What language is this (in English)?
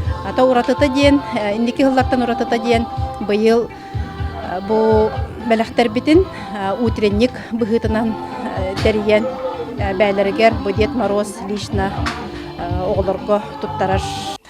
Yakut